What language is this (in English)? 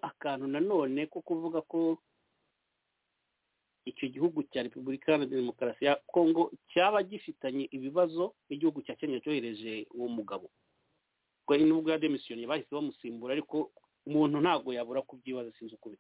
Kinyarwanda